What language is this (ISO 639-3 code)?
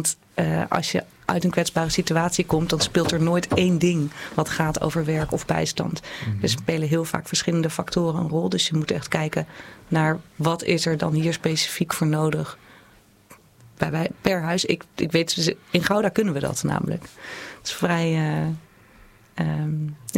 nld